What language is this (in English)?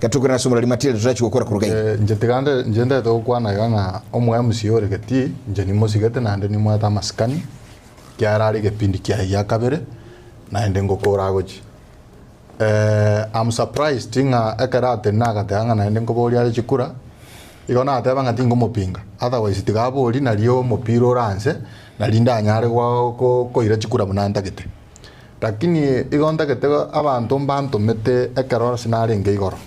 Gusii